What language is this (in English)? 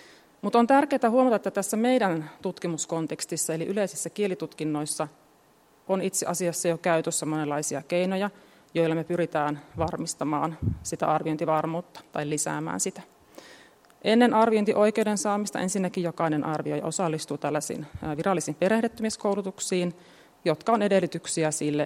Finnish